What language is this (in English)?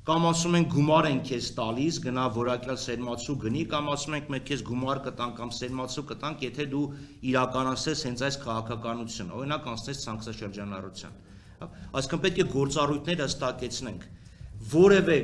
Armenian